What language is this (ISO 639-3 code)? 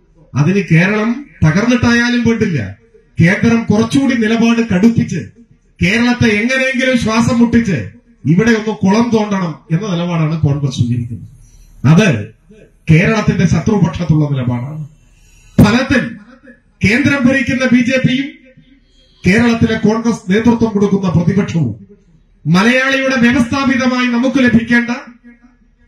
mal